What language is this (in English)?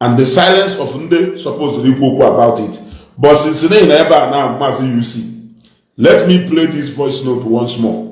Igbo